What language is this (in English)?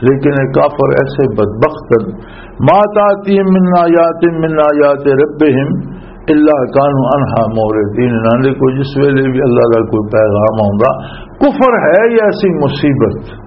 Western Panjabi